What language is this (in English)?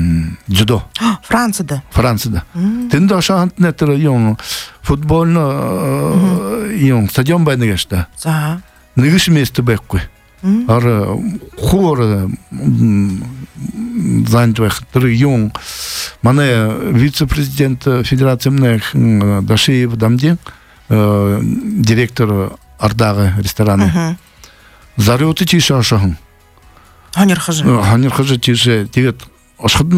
Buriat